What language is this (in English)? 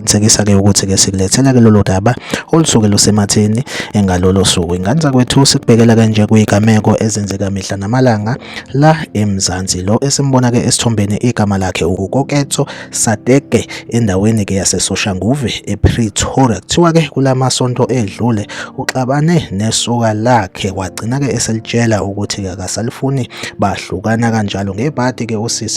Zulu